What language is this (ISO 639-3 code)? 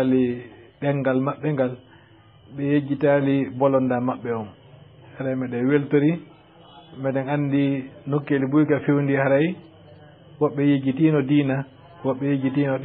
ful